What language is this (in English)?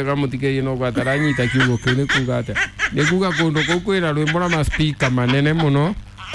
Kikuyu